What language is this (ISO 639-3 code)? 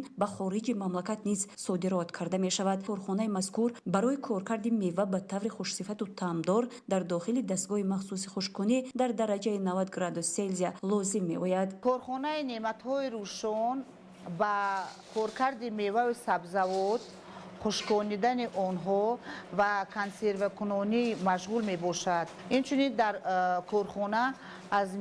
tgk